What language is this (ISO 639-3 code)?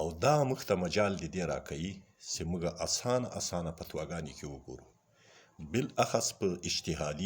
pus